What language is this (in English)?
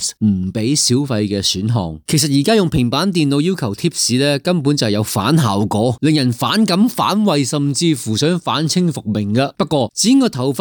Cantonese